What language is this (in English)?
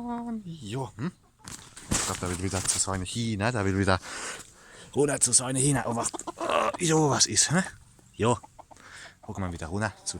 Palatine German